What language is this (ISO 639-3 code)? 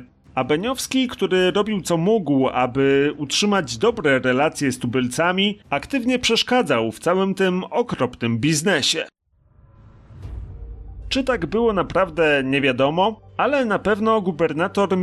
pol